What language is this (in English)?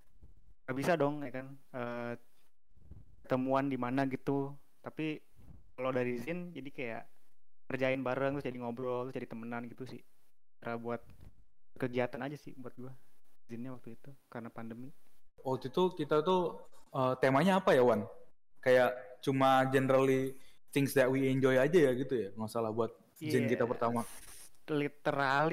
Indonesian